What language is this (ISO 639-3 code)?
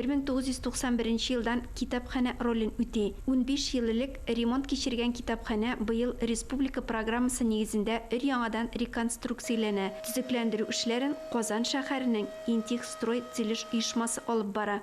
tat